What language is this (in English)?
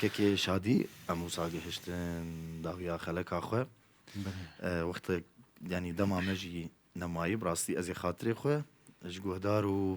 Kurdish